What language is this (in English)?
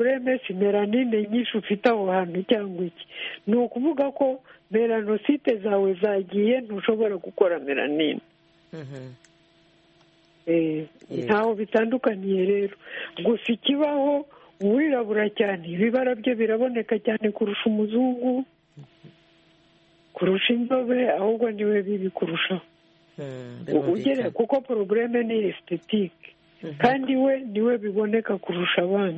Kinyarwanda